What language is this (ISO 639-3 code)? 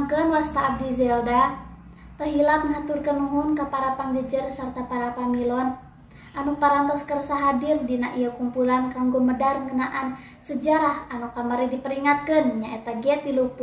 sun